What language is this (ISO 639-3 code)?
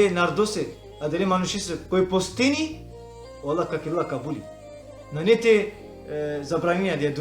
rmn